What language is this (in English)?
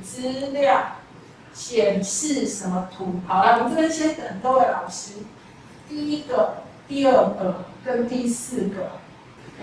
Chinese